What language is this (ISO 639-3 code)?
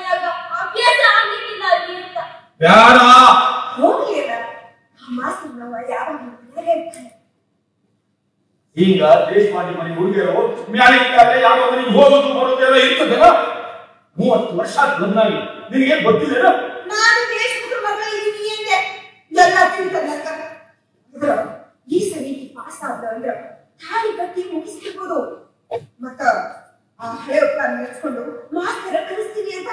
kan